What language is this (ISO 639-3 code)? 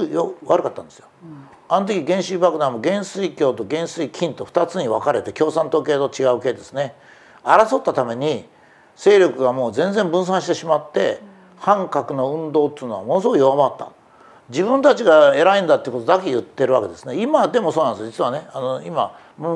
jpn